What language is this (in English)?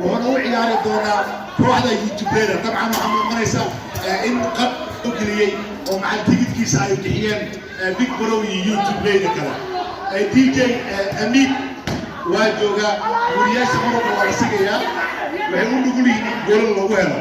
Somali